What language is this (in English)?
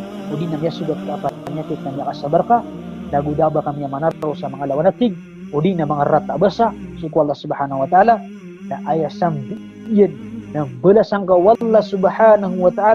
Maranao